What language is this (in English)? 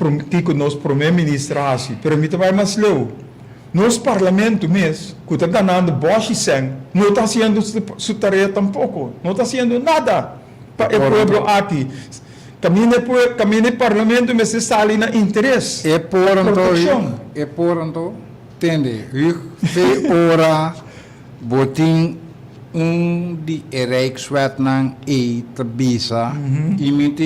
Papiamento